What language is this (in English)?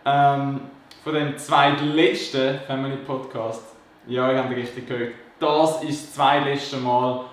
Swiss German